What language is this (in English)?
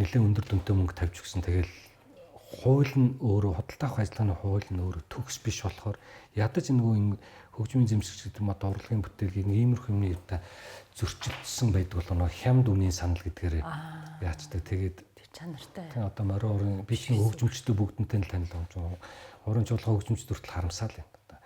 Mongolian